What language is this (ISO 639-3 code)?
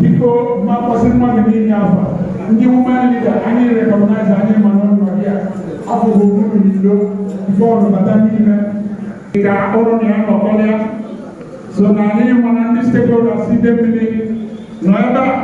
ibo